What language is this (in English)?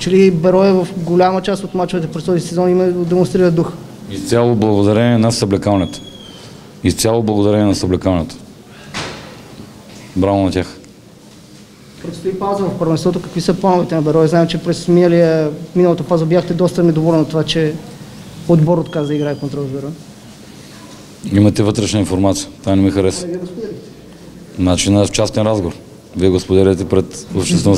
Bulgarian